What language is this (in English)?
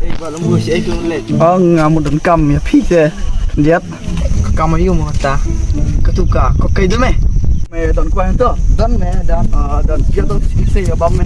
Khasi